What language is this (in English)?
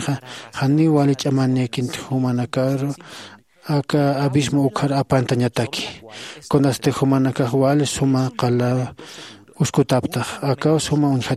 Aymara